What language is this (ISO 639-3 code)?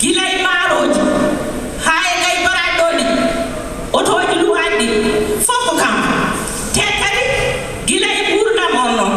ful